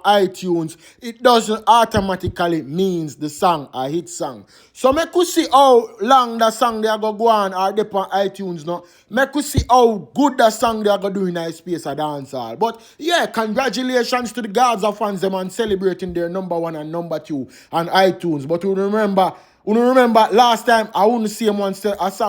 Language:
Jamaican Creole English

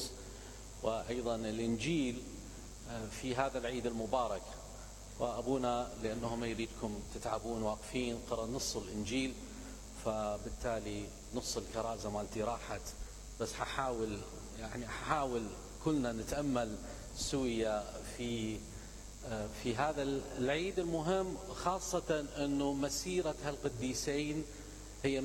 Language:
Mesopotamian Arabic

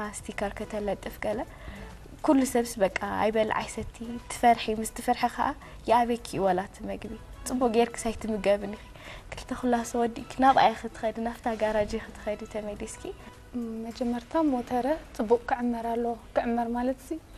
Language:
Tigrinya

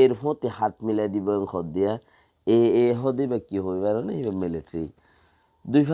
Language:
Rohingya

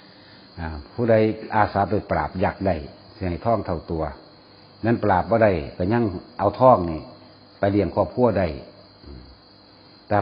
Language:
Northeastern Thai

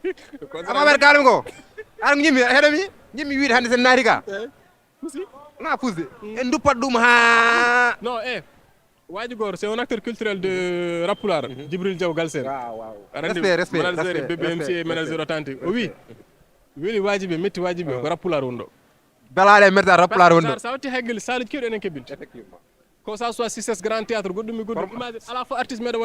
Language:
Fula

